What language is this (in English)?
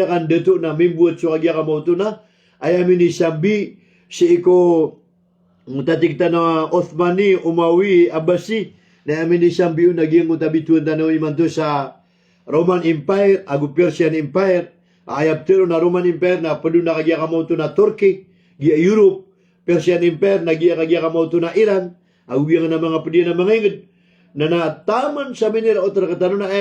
Maranao